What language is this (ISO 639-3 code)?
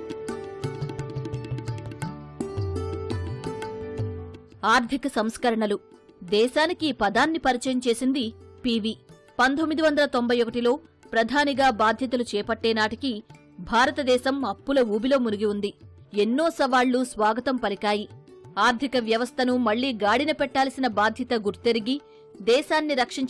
tel